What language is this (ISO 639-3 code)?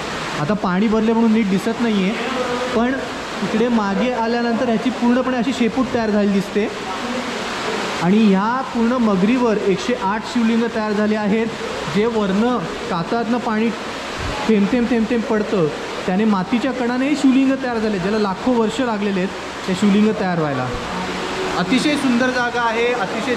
mar